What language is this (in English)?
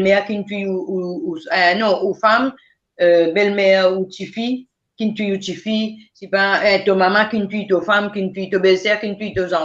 Morisyen